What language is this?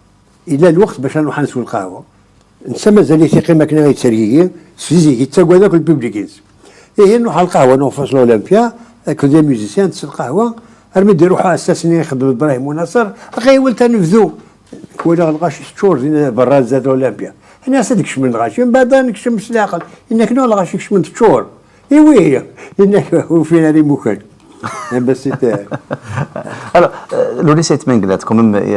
Kabyle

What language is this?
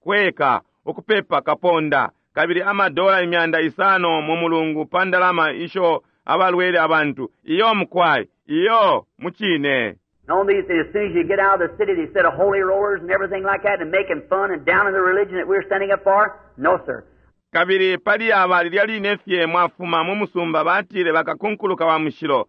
Bemba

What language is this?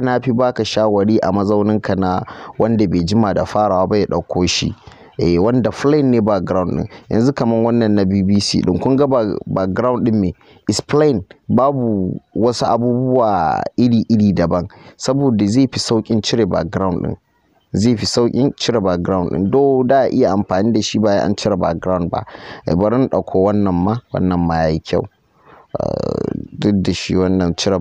Hausa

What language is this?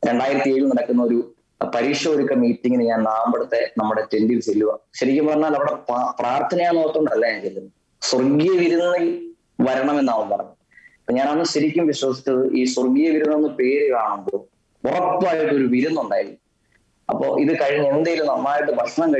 Malayalam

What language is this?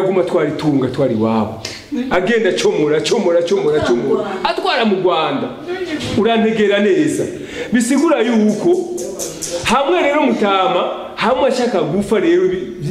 Rundi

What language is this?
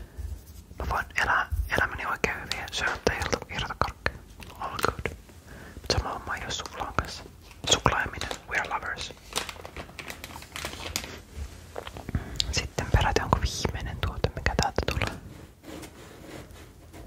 Finnish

